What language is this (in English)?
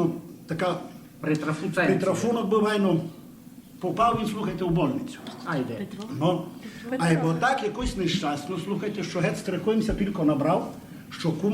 Rusyn